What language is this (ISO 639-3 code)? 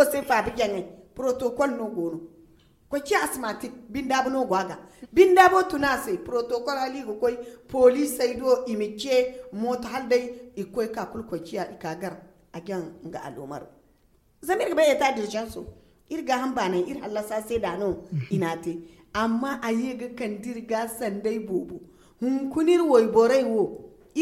dje